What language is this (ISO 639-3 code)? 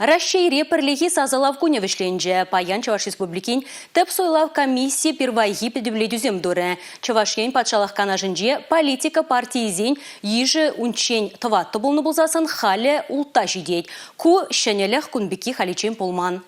chv